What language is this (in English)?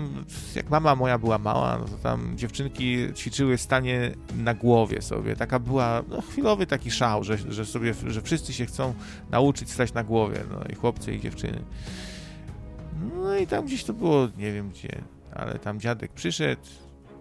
Polish